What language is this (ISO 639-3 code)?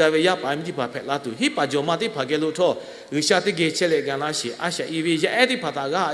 lhu